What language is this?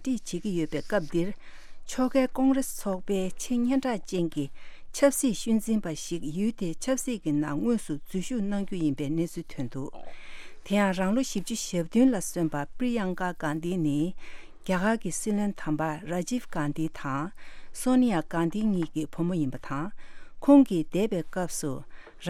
Tibetan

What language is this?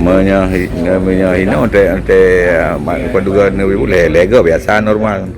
Achinese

